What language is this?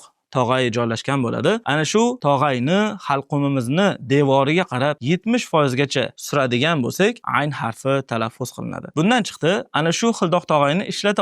Uzbek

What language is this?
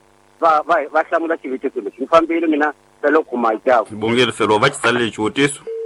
Tsonga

